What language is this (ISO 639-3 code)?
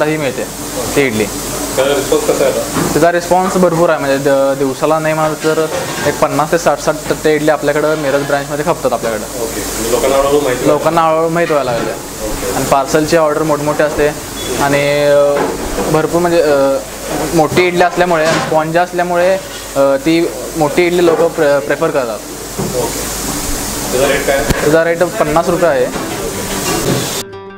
mar